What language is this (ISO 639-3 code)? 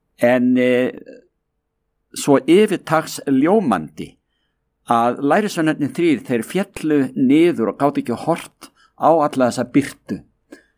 isl